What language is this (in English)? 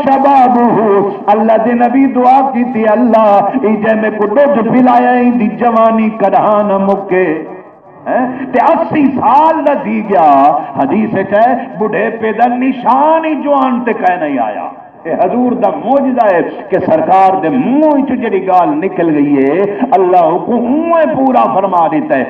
Saraiki